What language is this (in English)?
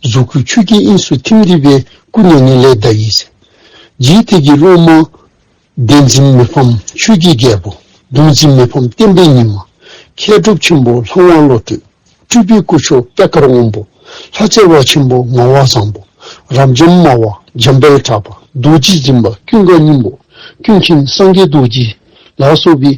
Dzongkha